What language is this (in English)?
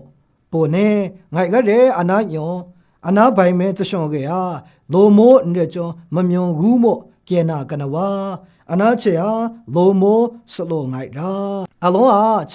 Maru